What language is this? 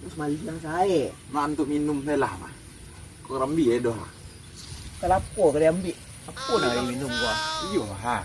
Minangkabau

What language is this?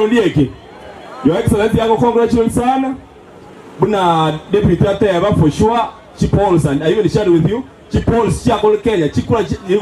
Gusii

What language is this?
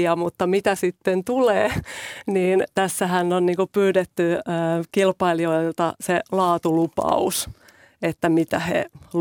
Finnish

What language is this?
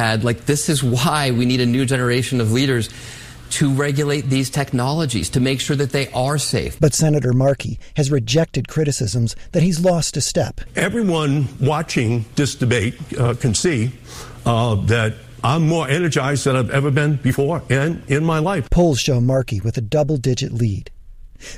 English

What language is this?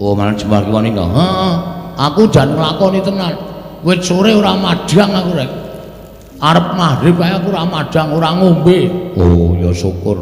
Javanese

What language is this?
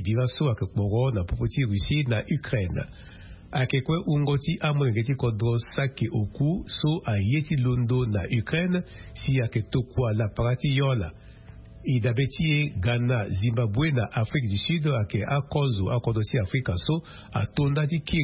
Sango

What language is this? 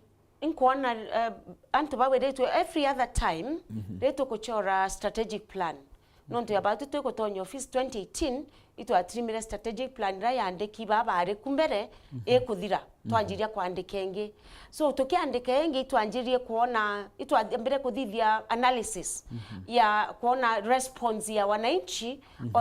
Meru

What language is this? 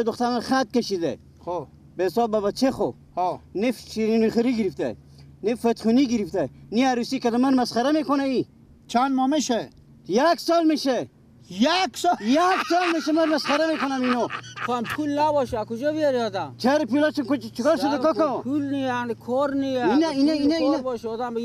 Persian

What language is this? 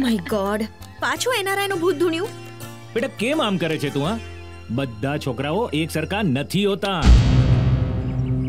Gujarati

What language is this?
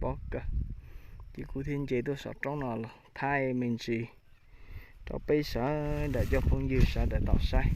Hmong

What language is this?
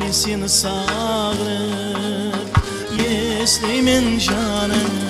Kara-Kalpak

